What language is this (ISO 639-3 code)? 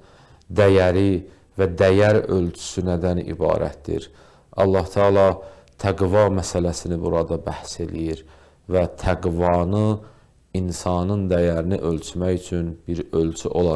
aze